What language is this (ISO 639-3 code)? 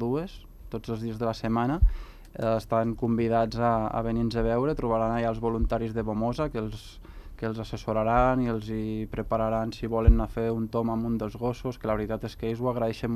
cat